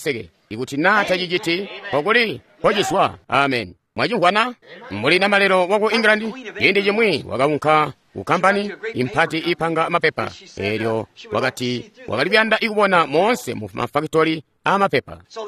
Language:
Tonga (Zambia)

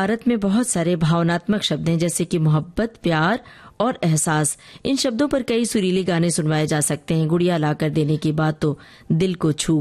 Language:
Hindi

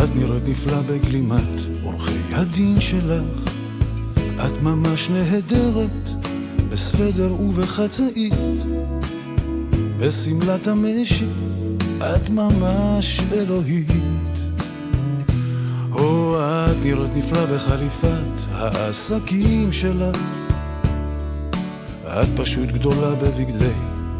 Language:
Hebrew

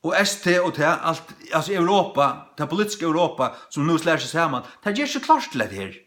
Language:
Faroese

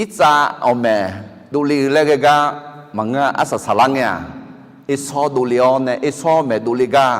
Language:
Akha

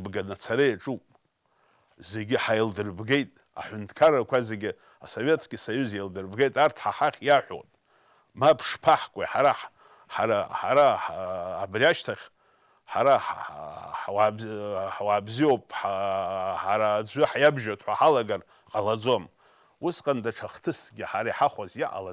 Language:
Abkhazian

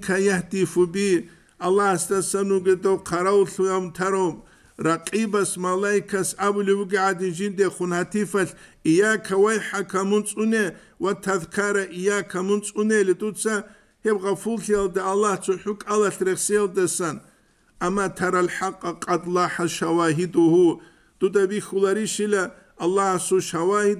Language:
Avaric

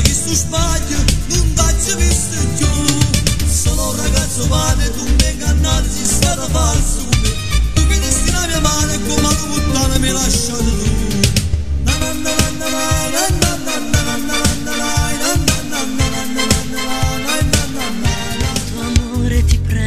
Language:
Italian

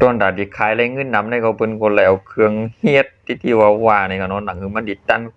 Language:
Shan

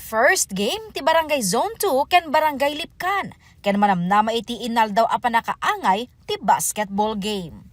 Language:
Iloko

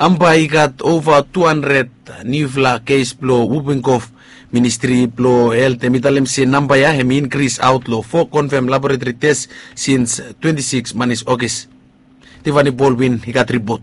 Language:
Bislama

